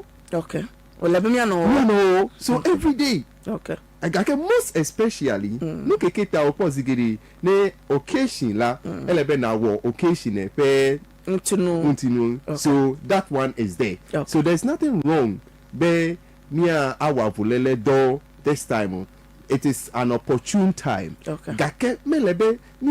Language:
Ewe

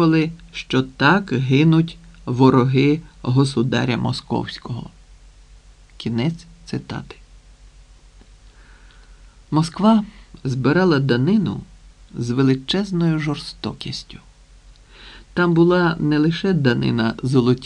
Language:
Ukrainian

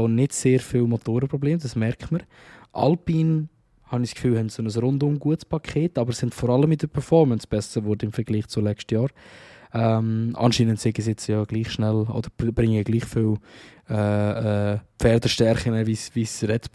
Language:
Swiss German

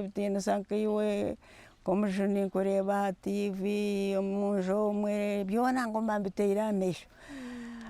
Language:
Nyankole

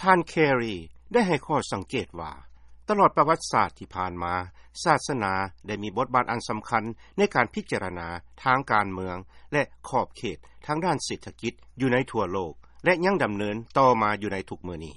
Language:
Lao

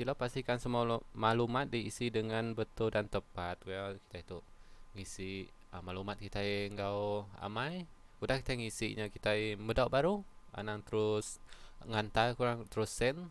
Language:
Iban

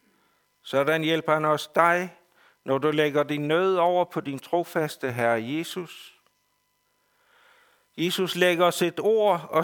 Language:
Danish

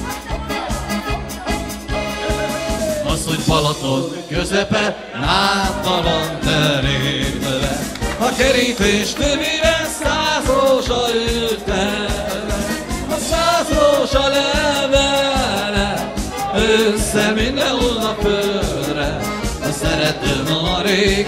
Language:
Hungarian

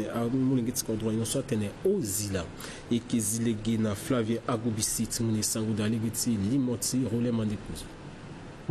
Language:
Sango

